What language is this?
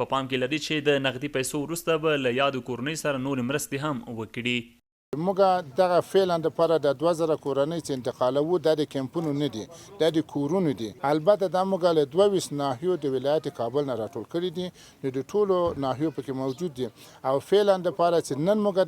Pashto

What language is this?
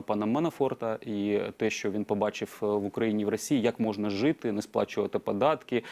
Ukrainian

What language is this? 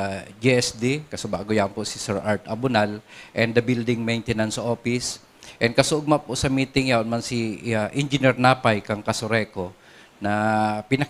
Bikol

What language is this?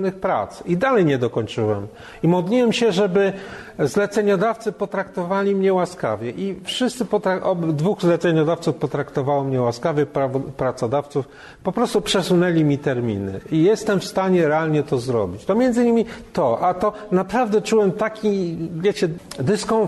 Polish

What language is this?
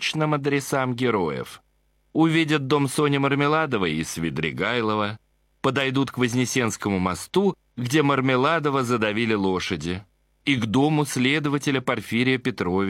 Russian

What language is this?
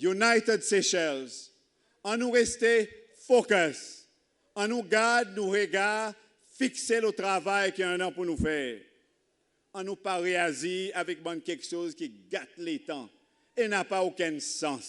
Seselwa Creole French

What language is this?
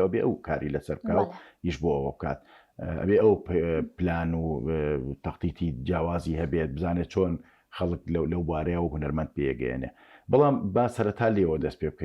Central Kurdish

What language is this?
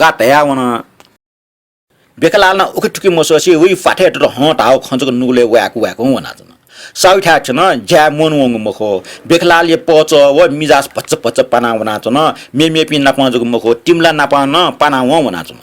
Newari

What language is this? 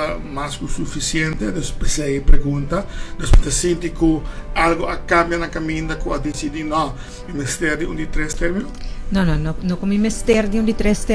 Papiamento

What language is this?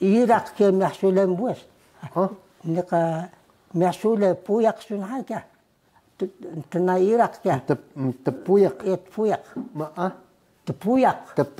Taroko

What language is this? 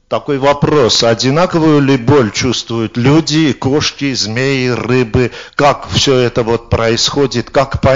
Russian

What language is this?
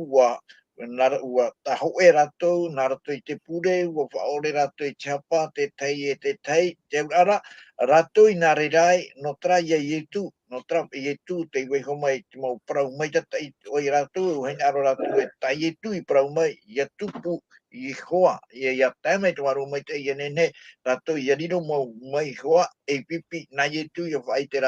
Tahitian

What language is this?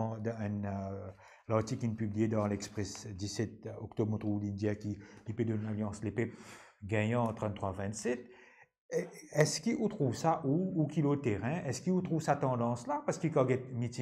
Morisyen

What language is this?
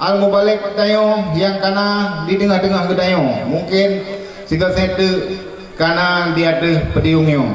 Achinese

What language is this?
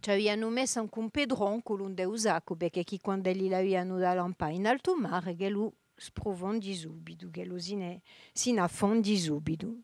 Corsican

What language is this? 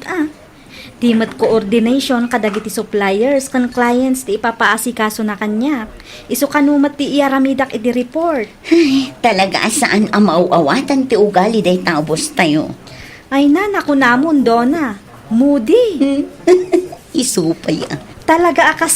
Iloko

